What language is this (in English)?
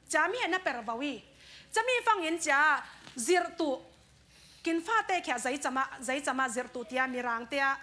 Falam Chin